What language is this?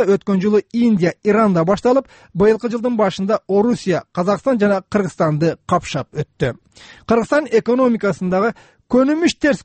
Kyrgyz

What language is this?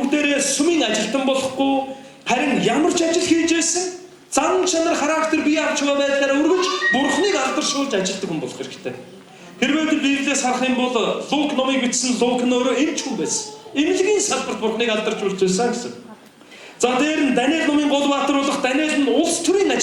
Mongolian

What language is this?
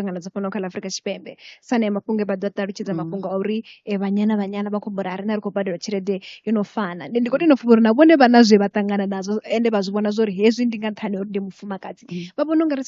Venda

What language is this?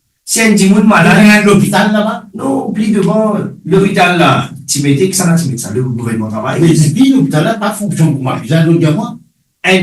Morisyen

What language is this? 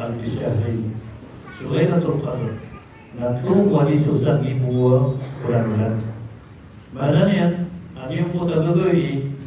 Maranao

